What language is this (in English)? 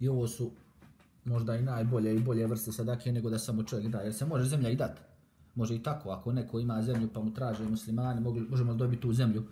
Bosnian